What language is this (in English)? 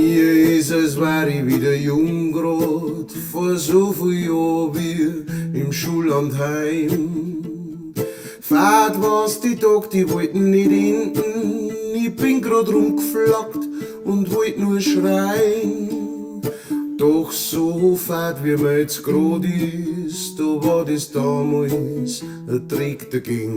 Bavarian